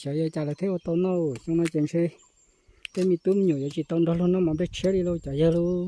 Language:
Hmong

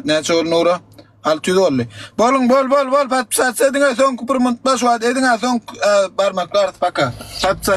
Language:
Turkmen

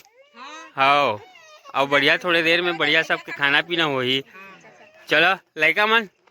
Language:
Chhattisgarhi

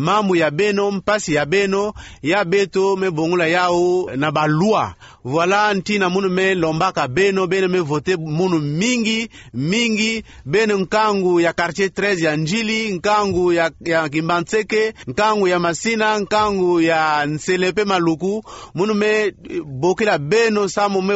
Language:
Kituba (Democratic Republic of Congo)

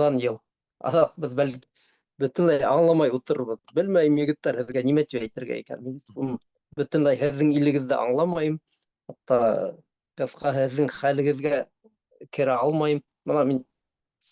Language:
Bashkir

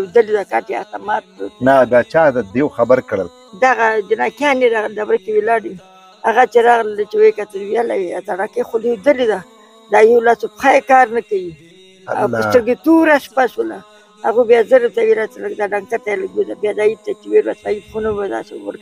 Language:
Pashto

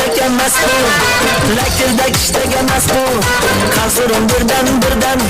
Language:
Kara-Kalpak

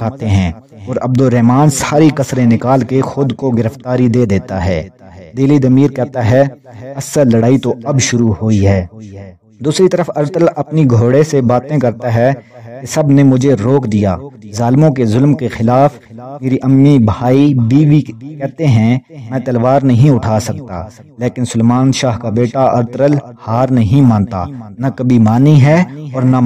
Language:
Urdu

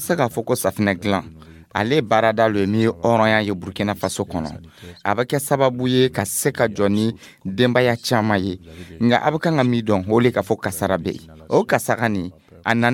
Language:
Dyula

